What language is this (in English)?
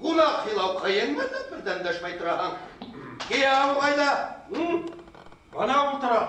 Bashkir